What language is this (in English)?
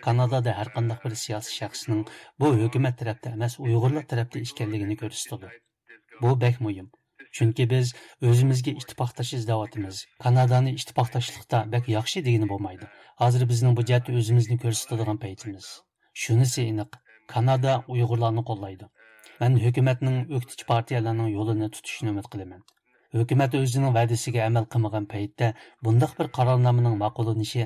Uyghur